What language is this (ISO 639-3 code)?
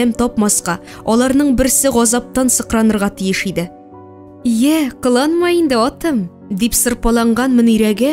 tat